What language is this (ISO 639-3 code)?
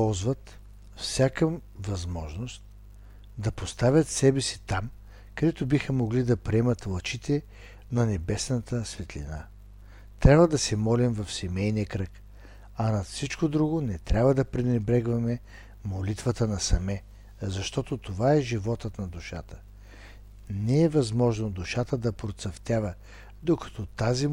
bul